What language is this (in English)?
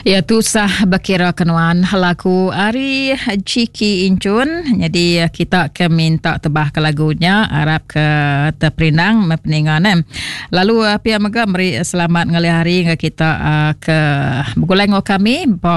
Iban